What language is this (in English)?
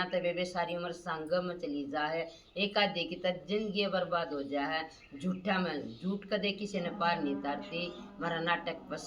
Haryanvi